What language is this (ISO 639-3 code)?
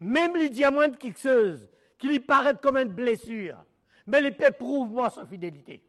mfe